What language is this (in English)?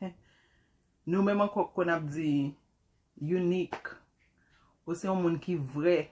Haitian Creole